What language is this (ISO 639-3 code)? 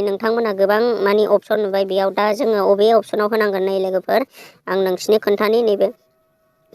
brx